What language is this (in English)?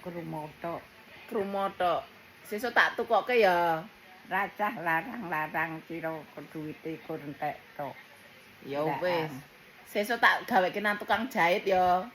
Javanese